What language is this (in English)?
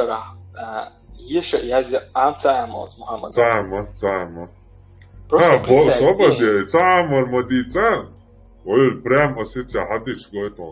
Chechen